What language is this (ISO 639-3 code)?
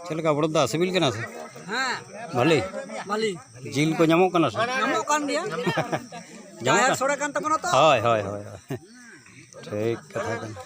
sat